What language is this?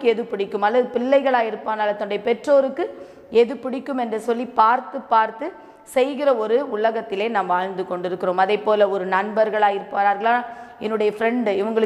Tamil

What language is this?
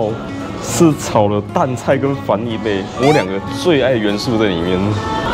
Chinese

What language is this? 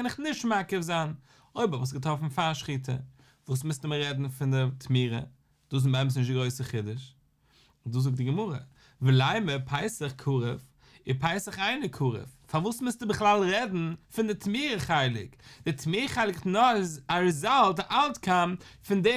Yiddish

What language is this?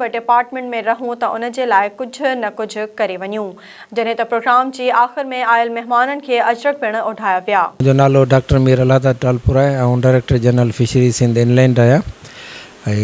Sindhi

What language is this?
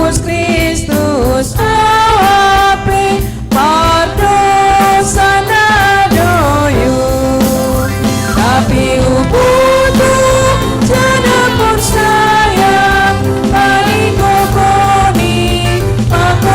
Batak Simalungun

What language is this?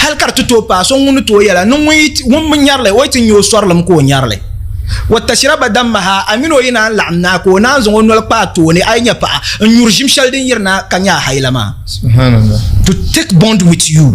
Dagbani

